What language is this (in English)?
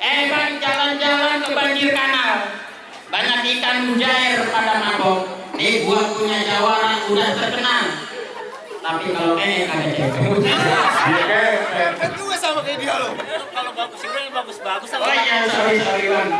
Betawi